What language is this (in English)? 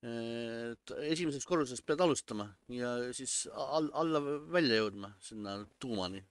Estonian